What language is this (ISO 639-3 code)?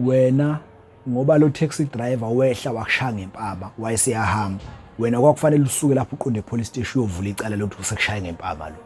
zul